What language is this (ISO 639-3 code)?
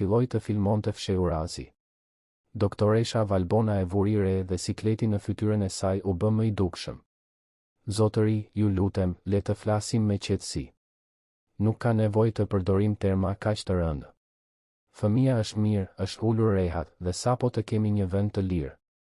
sqi